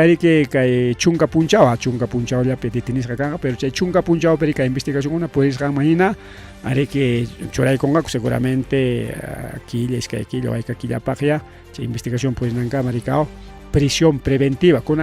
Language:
Ayacucho Quechua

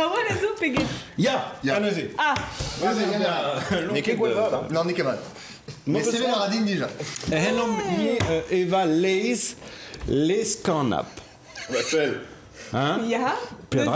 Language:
Breton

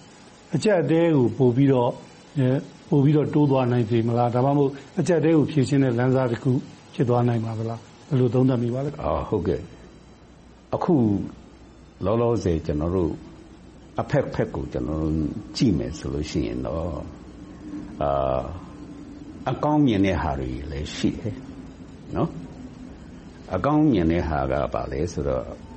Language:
Burmese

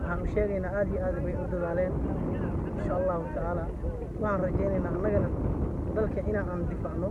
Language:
Somali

